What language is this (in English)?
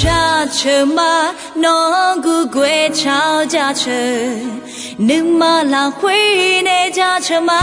Akha